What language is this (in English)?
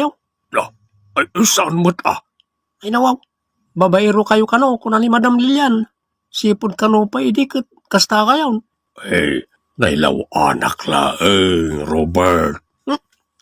Iloko